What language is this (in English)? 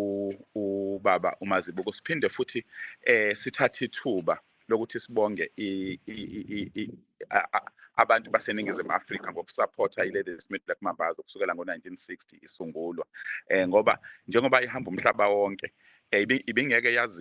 Zulu